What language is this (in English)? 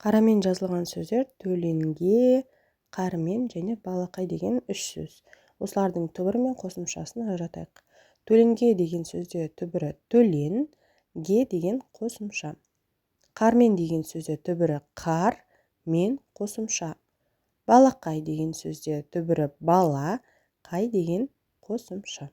Kazakh